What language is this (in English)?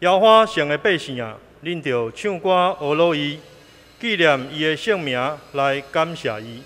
Min Nan Chinese